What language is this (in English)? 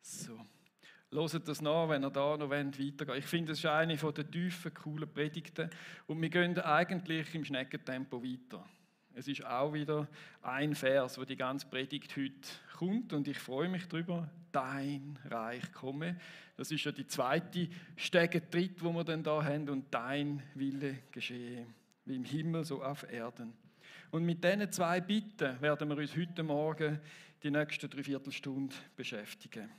Swiss German